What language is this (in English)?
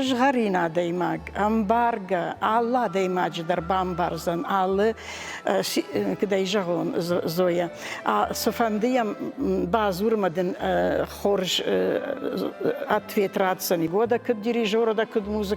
Ossetic